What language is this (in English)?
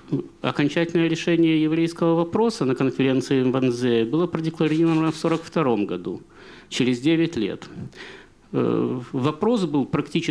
Russian